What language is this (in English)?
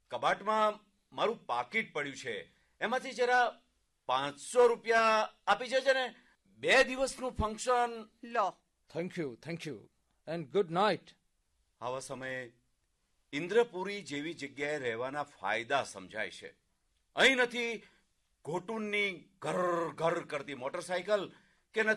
Gujarati